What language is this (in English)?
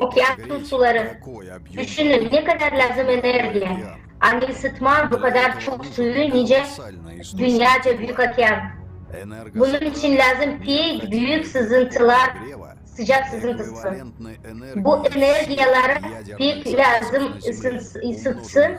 Gagauz